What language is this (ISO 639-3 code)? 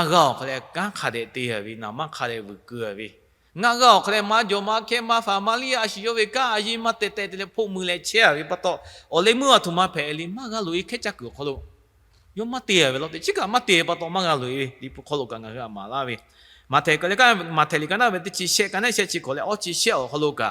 lhu